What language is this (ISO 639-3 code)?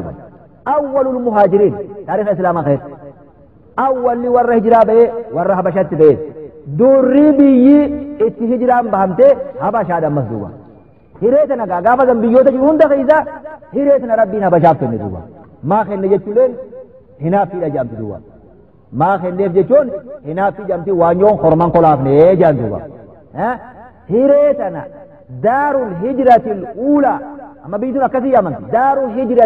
orm